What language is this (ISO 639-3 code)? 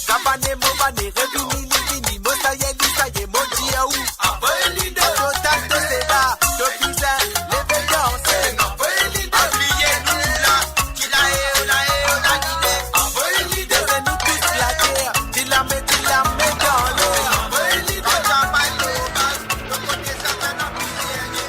mfe